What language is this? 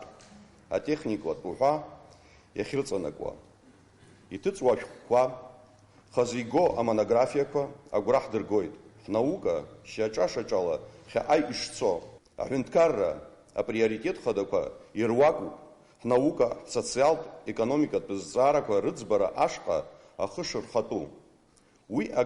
Abkhazian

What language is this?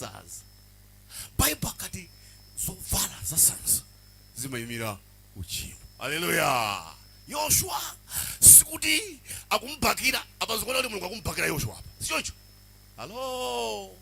Nyanja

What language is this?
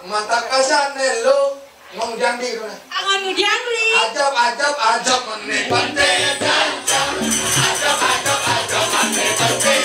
Balinese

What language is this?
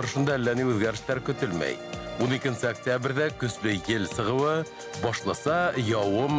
Bashkir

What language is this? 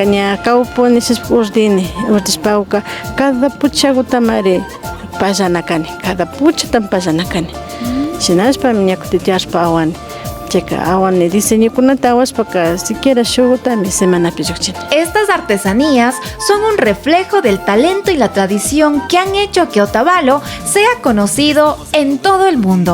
Imbabura Highland Quichua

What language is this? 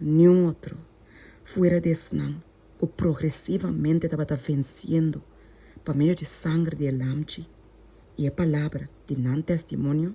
Papiamento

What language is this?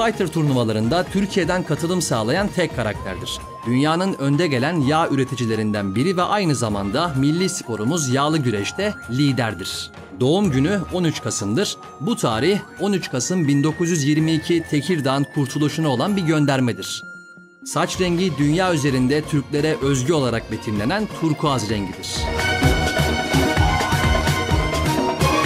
Turkish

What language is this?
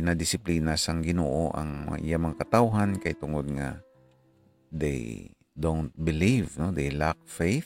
Hiligaynon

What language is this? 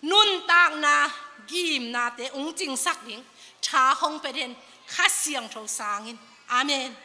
Tedim Chin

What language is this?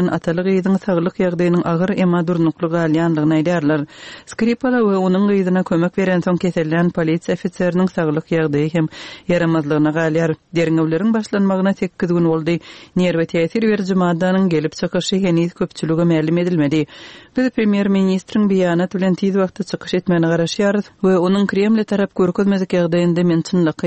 Kyrgyz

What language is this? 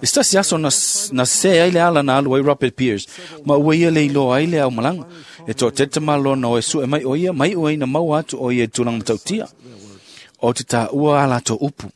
Samoan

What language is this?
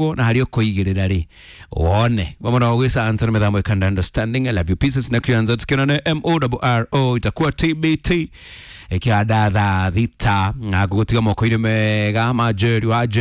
Kikuyu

